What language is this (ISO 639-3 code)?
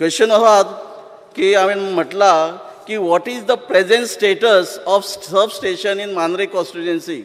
kok